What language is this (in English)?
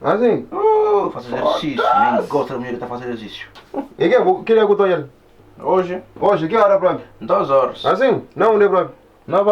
Kabuverdianu